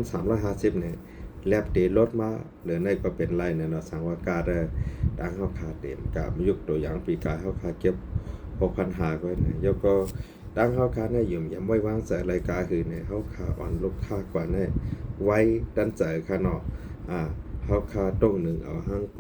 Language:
Shan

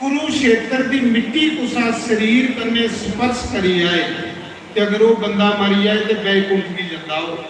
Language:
Dogri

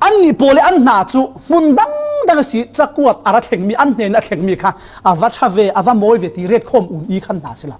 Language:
Falam Chin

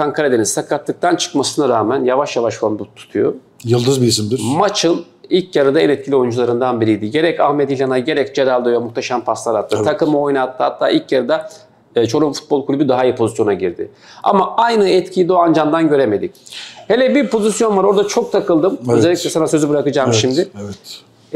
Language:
Turkish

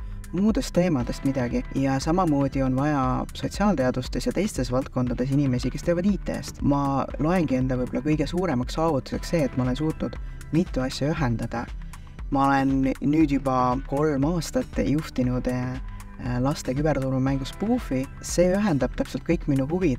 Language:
Estonian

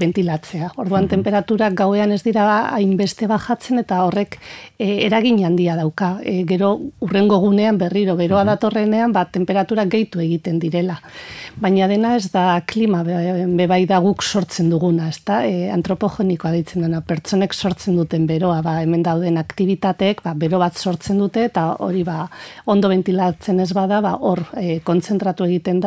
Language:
Basque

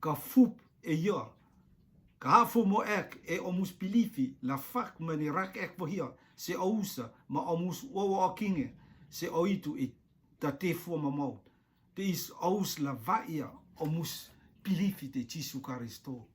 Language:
Rotuman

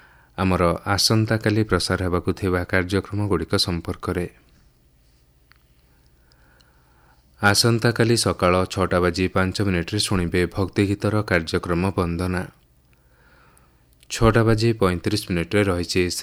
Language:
Odia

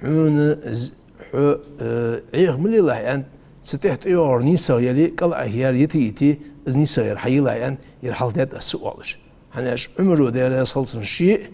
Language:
Ingush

